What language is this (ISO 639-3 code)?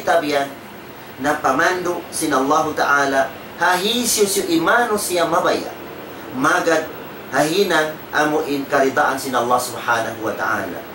tsg